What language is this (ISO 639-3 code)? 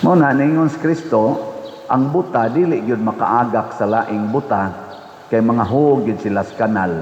ceb